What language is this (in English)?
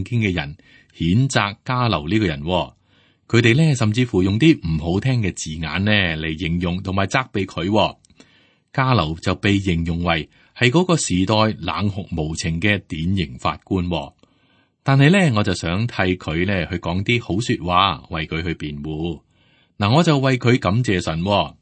Cantonese